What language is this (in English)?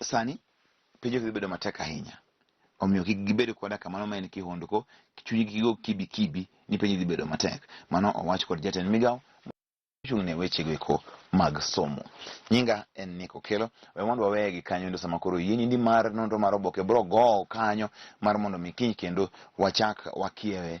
Luo (Kenya and Tanzania)